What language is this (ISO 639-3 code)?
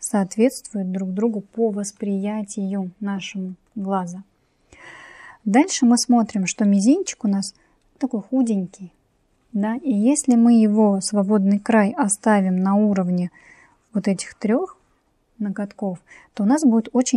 rus